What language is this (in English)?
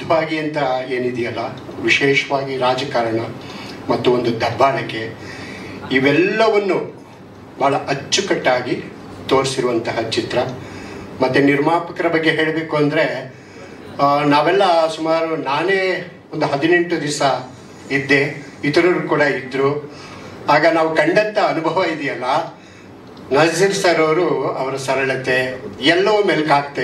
Kannada